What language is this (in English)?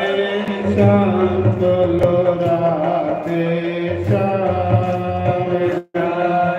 Dogri